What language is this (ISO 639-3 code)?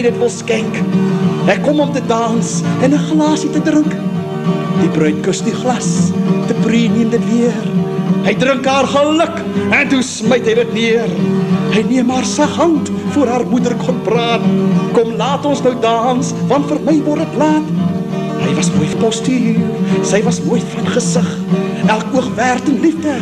afr